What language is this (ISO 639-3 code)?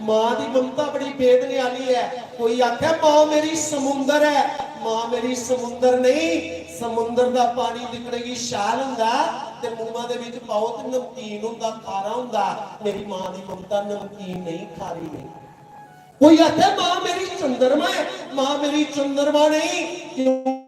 doi